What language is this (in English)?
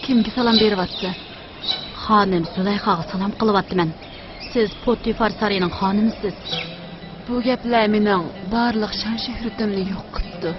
Uyghur